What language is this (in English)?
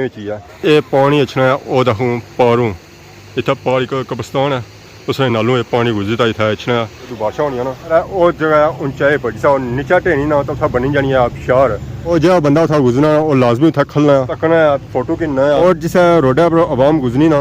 Pahari-Potwari